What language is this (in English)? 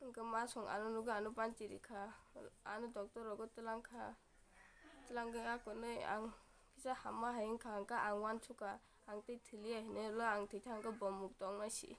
Kok Borok